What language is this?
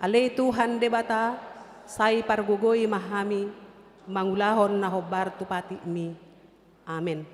Batak Toba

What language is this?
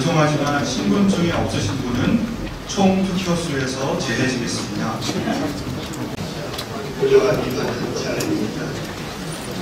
Korean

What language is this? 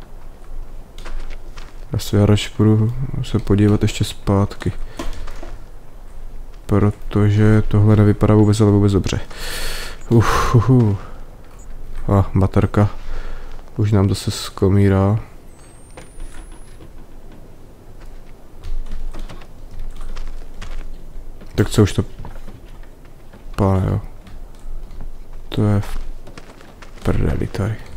Czech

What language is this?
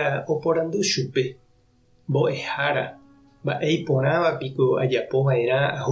Guarani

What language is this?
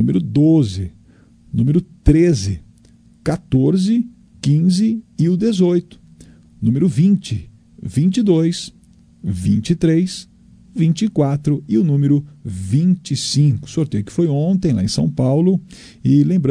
Portuguese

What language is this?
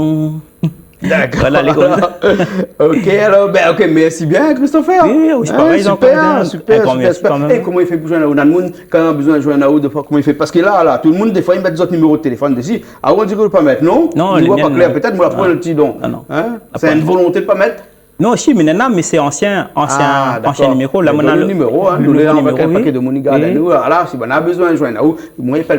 Réunion Creole French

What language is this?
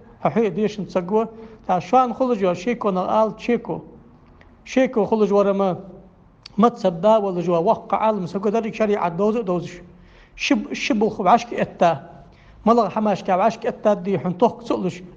Ingush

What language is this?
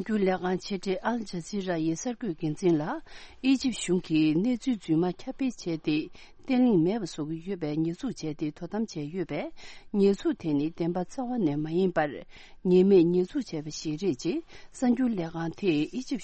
Tibetan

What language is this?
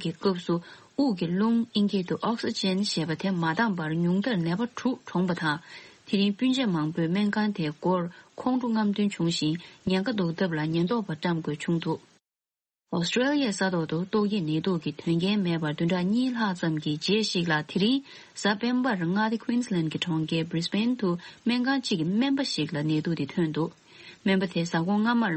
Tibetan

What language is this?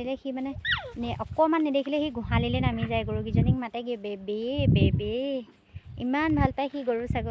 Assamese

